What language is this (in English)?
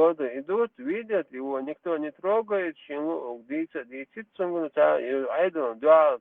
Chechen